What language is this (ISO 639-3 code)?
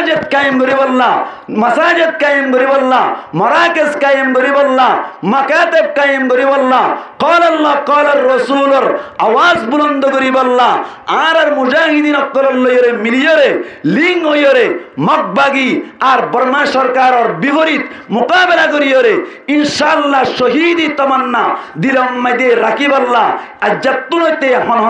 rhg